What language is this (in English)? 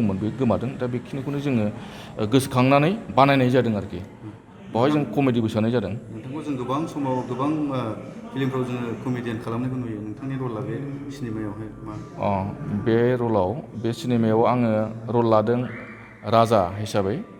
Bodo